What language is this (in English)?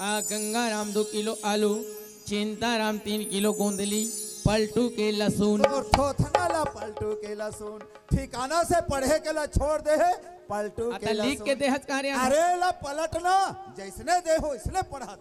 Chhattisgarhi